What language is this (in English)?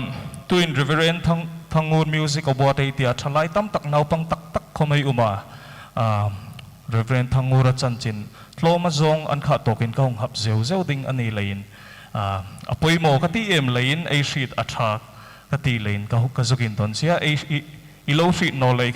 Hmar